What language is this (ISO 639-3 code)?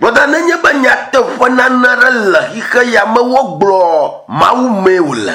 ewe